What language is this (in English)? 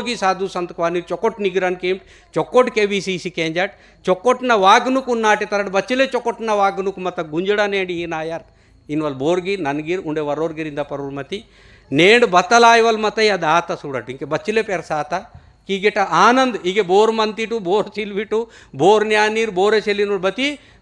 Gondi